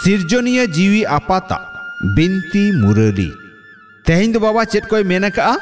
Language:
Santali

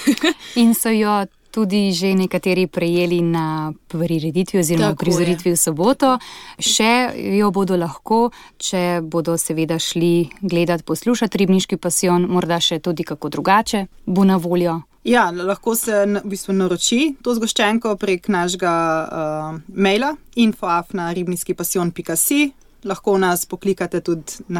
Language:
Slovenian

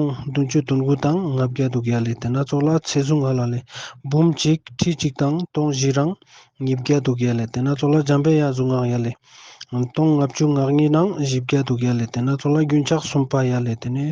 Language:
Ladakhi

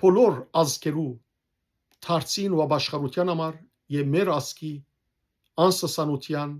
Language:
Western Armenian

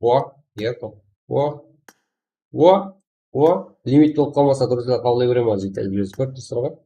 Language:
Kara-Kalpak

